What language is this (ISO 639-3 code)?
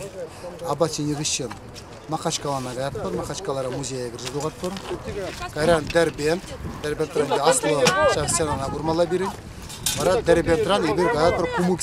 chv